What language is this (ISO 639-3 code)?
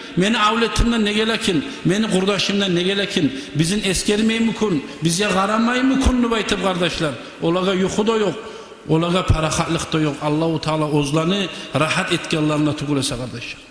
kum